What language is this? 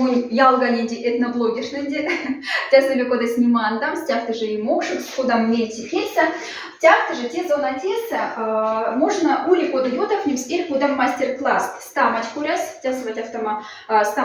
Moksha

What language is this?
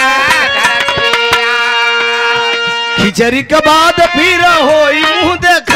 Bhojpuri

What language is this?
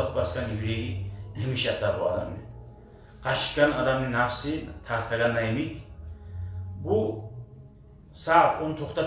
Kumyk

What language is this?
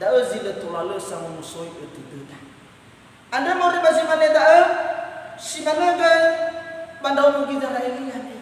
Nias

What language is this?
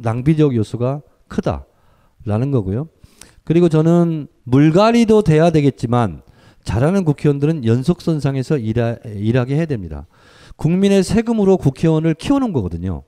Korean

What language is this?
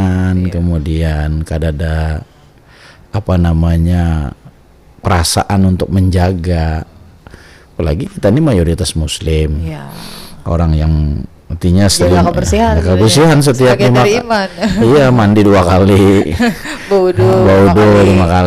Banjar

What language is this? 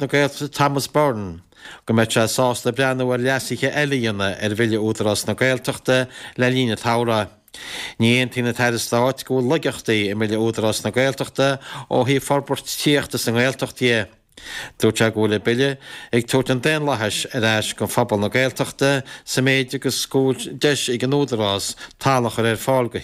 Irish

